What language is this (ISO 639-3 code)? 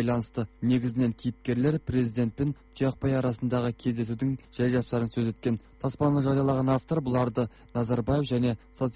kaz